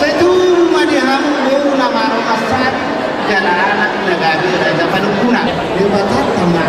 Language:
Batak Toba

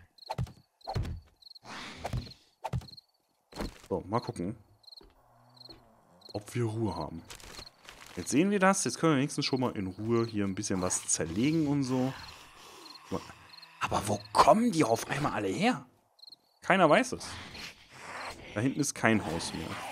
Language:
German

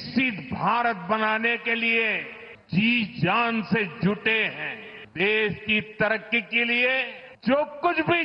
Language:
Sanskrit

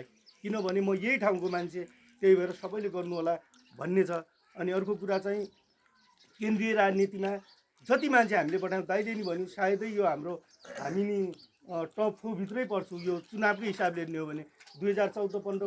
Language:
Nepali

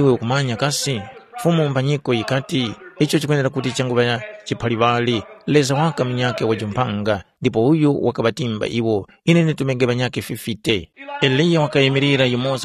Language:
Tumbuka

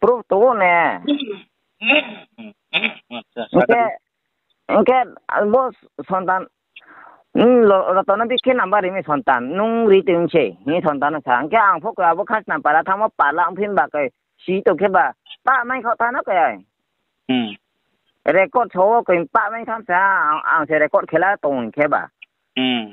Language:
Riang (India)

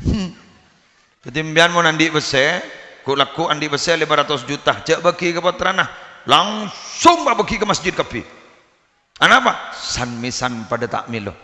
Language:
Madurese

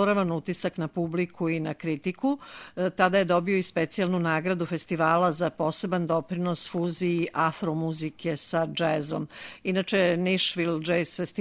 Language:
Serbian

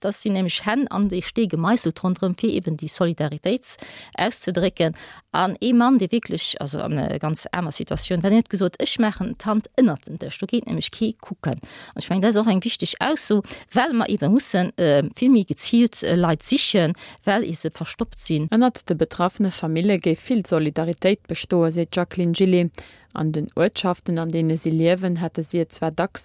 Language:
Luxembourgish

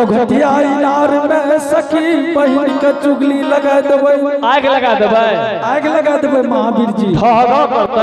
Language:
Angika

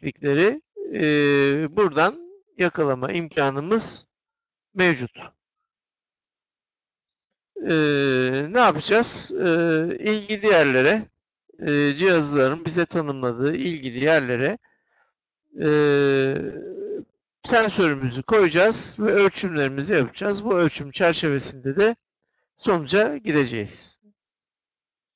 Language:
Turkish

